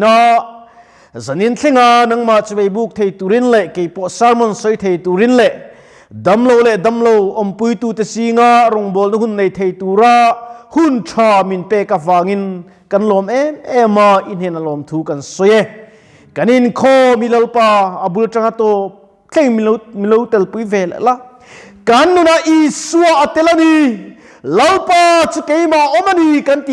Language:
Mizo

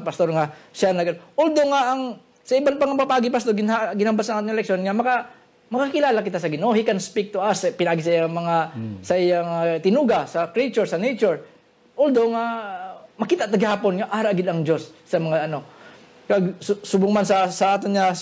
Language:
Hiligaynon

